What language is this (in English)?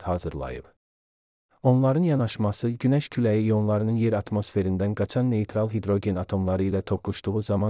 Azerbaijani